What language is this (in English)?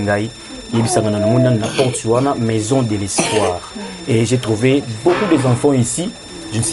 Lingala